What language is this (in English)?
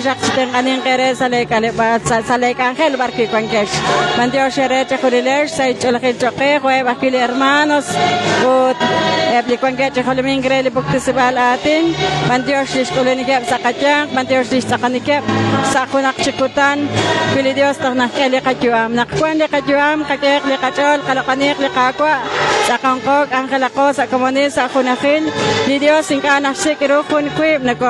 Kekchí